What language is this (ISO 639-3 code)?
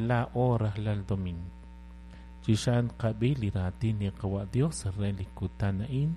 kek